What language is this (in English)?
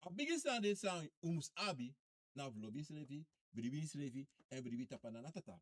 Sranan Tongo